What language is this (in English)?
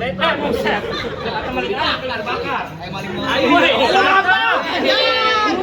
Betawi